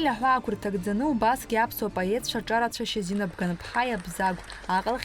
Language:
Abkhazian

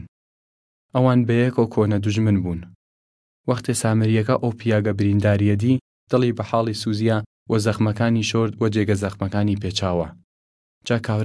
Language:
Southern Kurdish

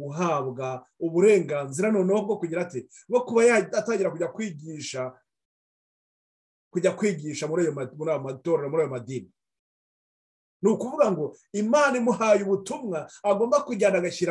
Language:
Kinyarwanda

